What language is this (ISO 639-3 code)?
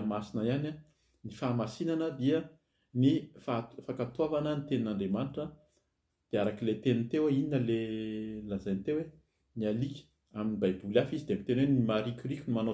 mlg